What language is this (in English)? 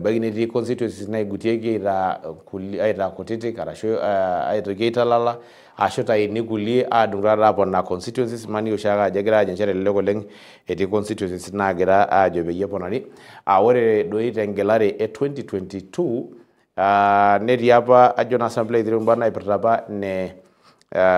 Masai